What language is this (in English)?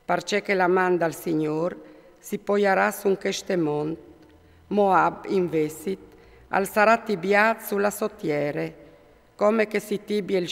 Friulian